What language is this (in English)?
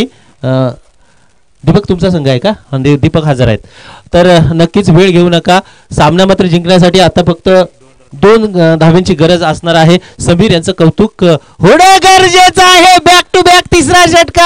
Marathi